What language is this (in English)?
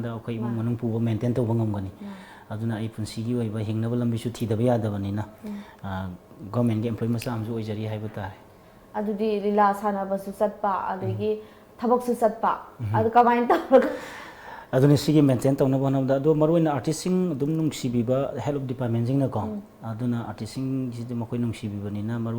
Manipuri